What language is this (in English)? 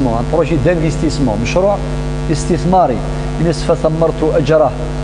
Kabyle